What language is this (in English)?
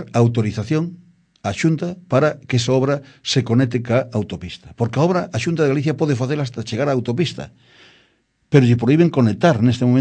Galician